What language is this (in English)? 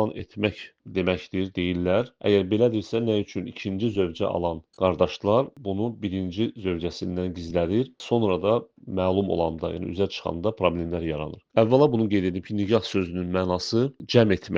Azerbaijani